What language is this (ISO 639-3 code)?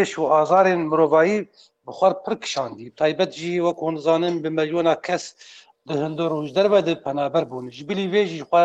kur